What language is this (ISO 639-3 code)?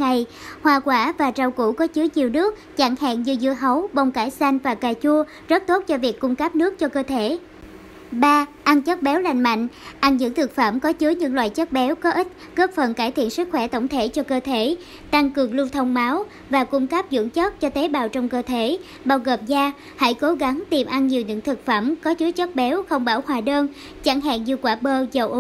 vie